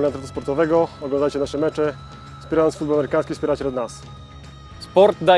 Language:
Polish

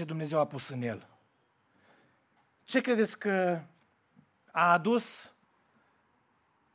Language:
Romanian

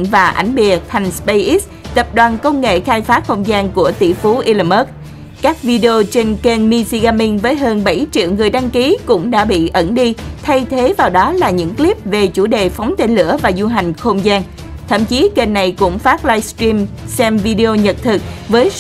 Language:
Vietnamese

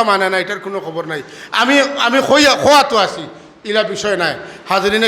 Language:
Sylheti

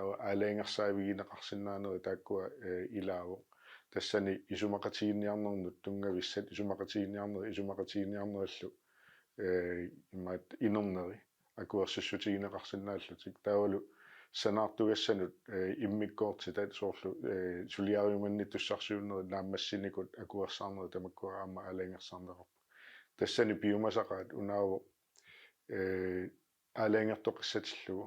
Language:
Kalaallisut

